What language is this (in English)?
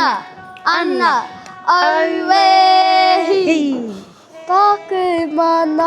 Māori